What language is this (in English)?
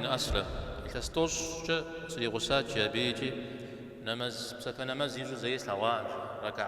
Kabardian